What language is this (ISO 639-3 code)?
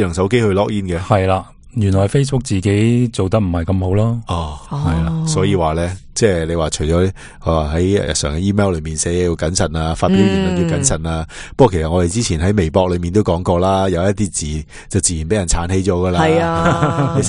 yue